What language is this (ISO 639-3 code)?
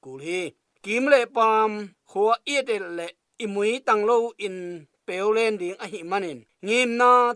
ctd